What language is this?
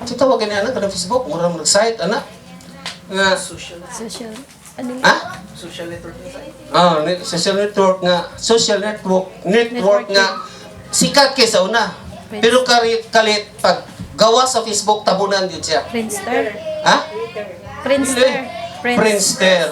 Cebuano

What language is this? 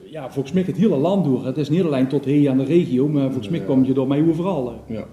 Limburgish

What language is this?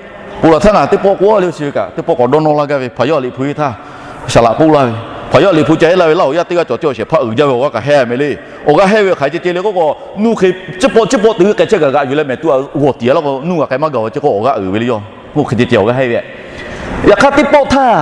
Lahu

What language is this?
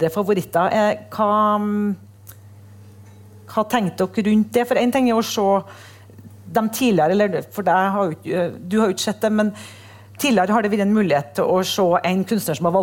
Norwegian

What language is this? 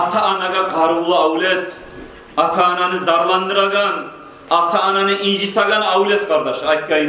Kumyk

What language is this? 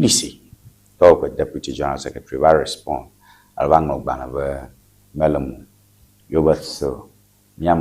Ewe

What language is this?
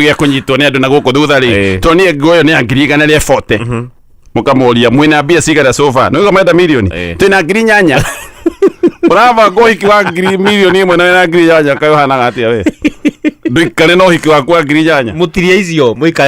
Kikuyu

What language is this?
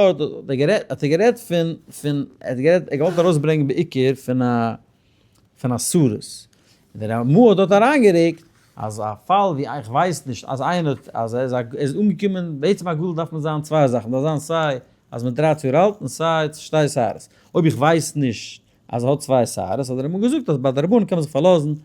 Yiddish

